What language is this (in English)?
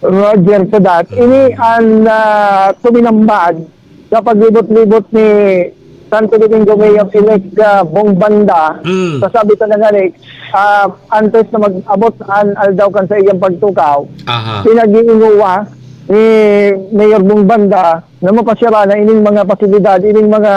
Bikol